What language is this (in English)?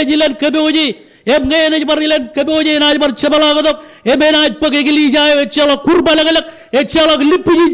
Marshallese